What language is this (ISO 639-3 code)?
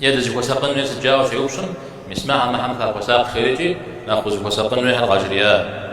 kbd